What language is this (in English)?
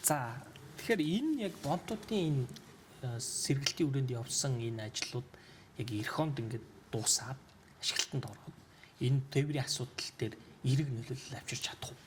Mongolian